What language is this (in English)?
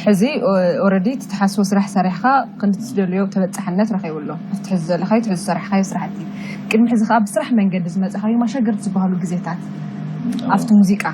Tigrinya